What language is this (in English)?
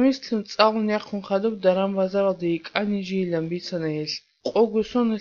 Avaric